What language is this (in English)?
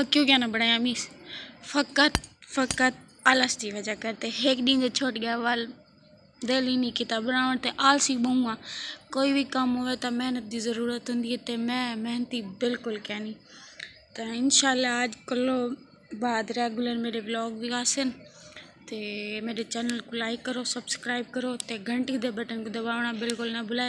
Saraiki